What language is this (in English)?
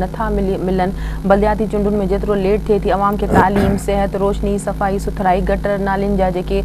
Sindhi